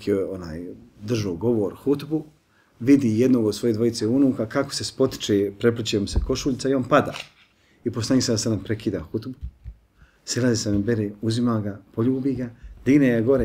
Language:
Bosnian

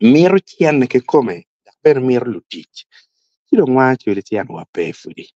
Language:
Acoli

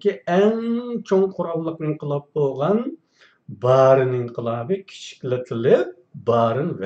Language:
Uyghur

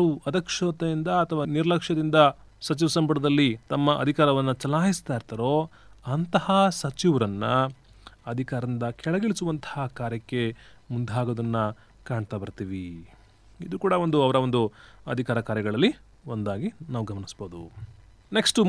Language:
Kannada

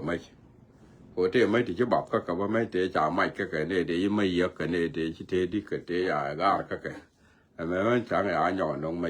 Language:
Nuer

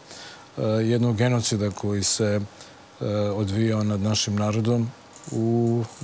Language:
Serbian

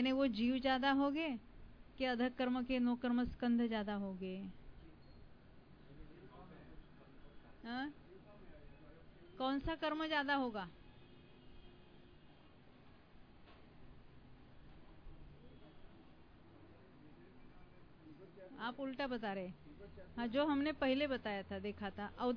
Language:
Hindi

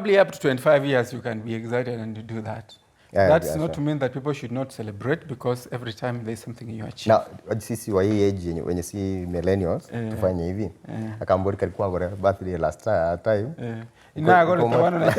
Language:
Gusii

